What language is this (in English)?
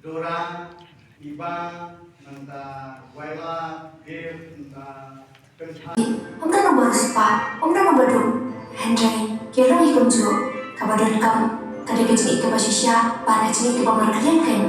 Khasi